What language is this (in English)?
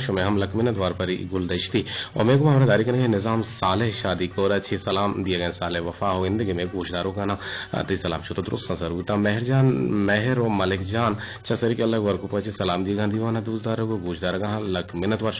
Eastern Balochi